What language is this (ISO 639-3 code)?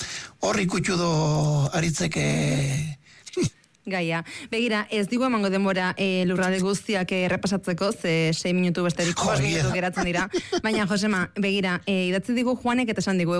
eus